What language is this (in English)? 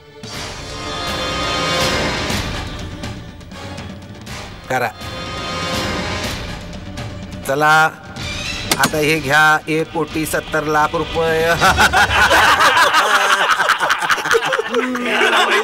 Marathi